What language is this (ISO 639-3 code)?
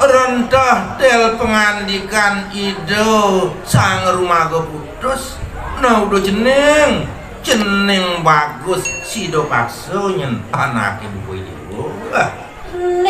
ban